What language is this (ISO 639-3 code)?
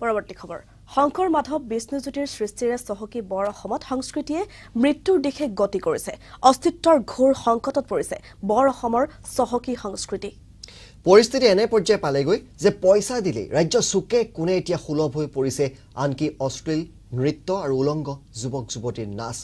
asm